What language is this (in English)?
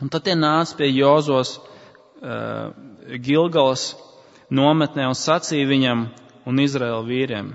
Latvian